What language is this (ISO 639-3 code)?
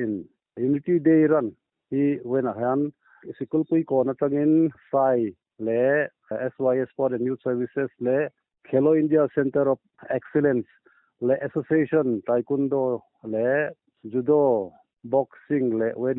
lus